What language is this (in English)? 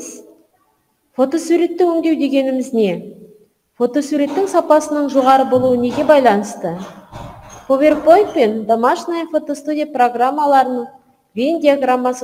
Kazakh